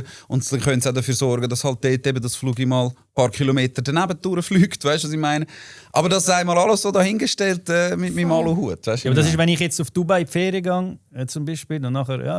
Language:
Swiss German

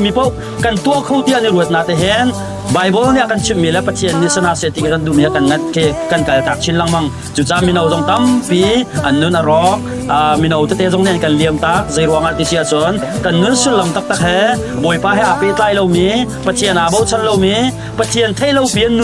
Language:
Hakha Chin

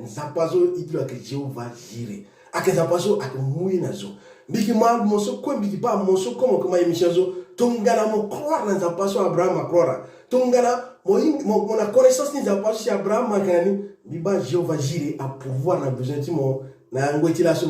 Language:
Sango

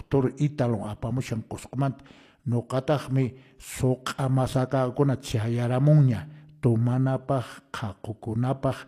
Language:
Quechua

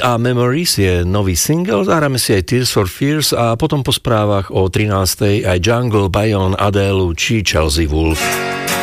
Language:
Slovak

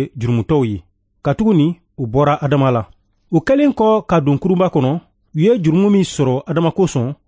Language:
Bambara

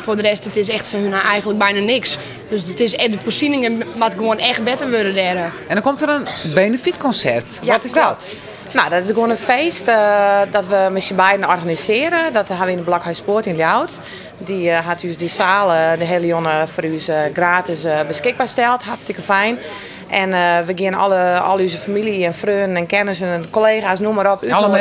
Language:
Western Frisian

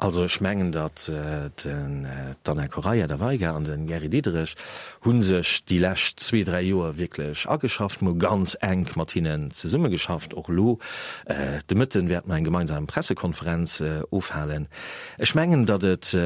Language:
Luxembourgish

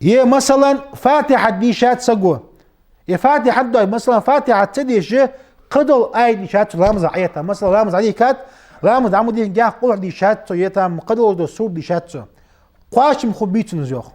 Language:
Ingush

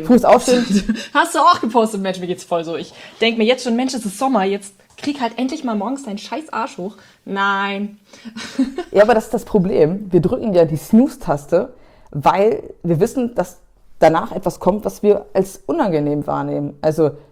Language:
German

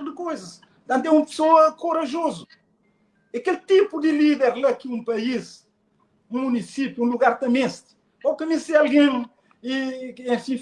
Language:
Kabuverdianu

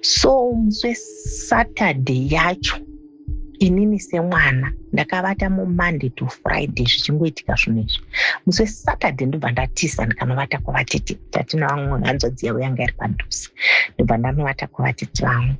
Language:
Shona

